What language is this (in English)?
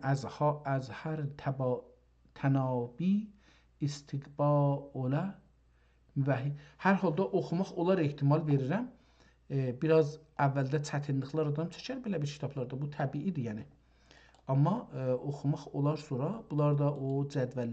South Azerbaijani